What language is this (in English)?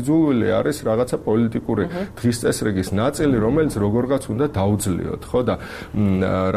Georgian